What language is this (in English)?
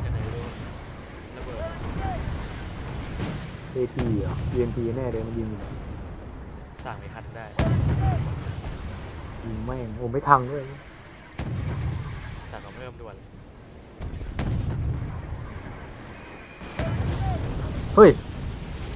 Thai